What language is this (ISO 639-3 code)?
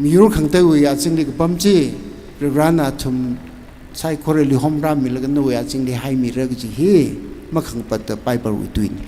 nmf